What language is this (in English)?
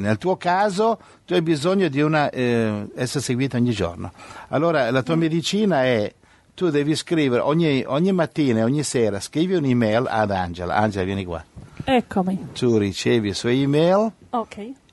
Italian